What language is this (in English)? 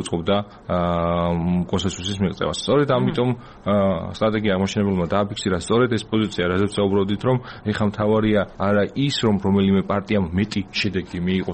Georgian